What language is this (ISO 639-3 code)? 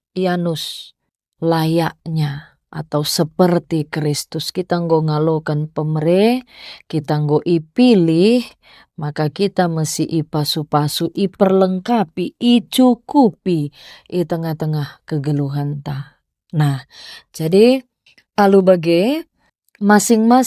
btx